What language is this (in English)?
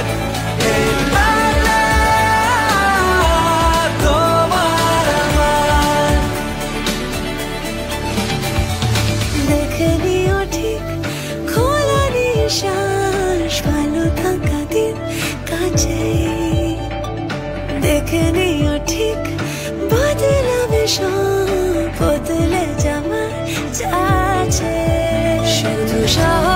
Bangla